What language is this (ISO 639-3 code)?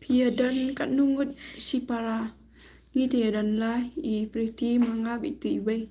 kha